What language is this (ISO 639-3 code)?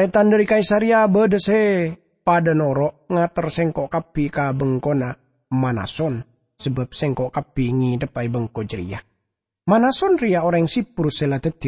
mad